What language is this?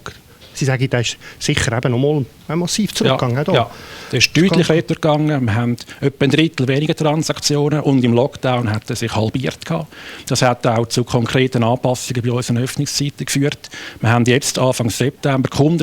Swiss German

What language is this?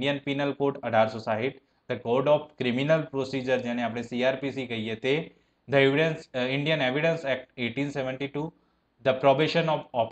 Gujarati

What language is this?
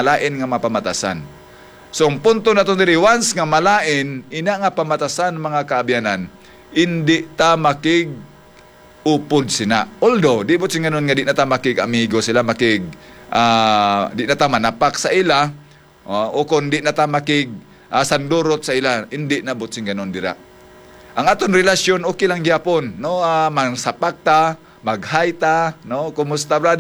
Hiligaynon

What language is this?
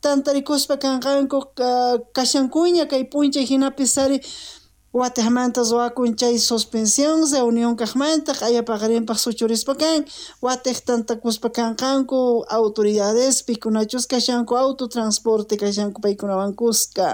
South Bolivian Quechua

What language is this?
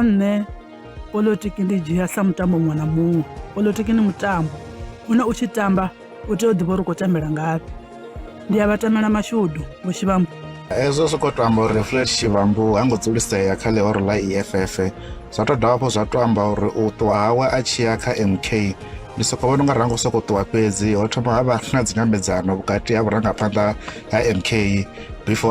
Venda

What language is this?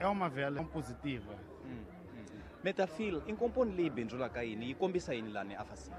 Tsonga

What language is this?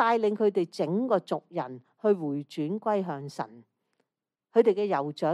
Cantonese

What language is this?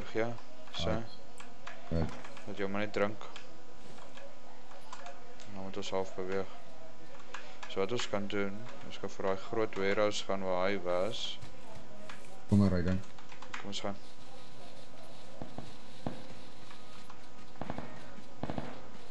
Afrikaans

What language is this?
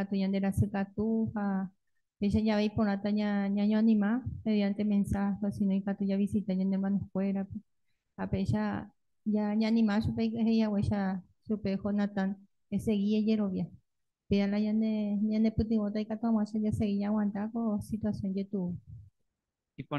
Guarani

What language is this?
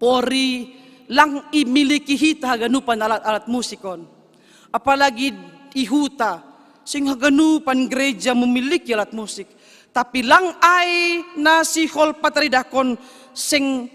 Batak Simalungun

